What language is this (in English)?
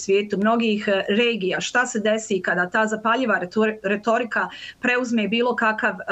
Bosnian